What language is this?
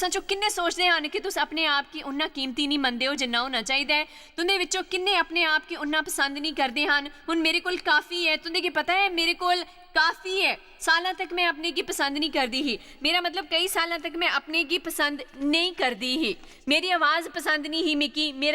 Dogri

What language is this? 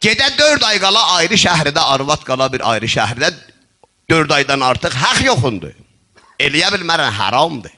South Azerbaijani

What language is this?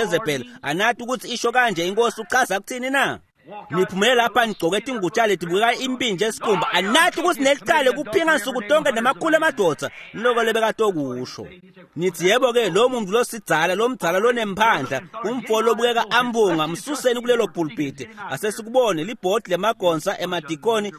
Swati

